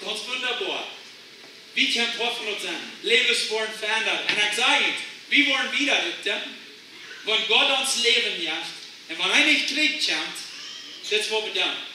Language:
Plautdietsch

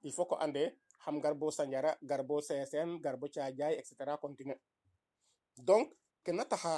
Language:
Serer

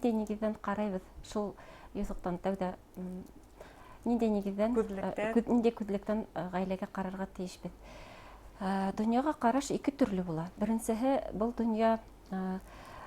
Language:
Bashkir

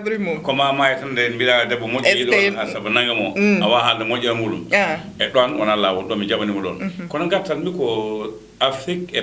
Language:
Fula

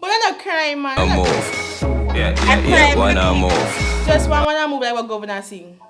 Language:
Jamaican Creole English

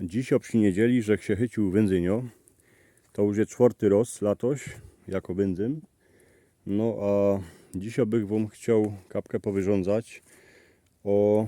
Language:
Silesian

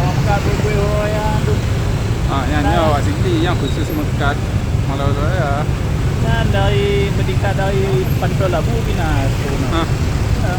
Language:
Achinese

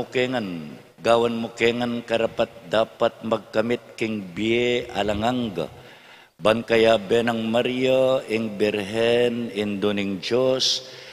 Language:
Pampanga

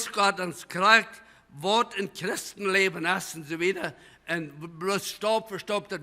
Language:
Plautdietsch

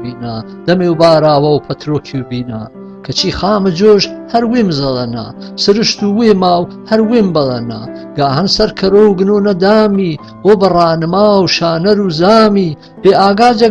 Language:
Gurani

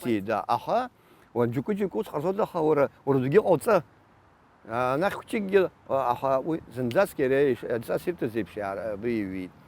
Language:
Abkhazian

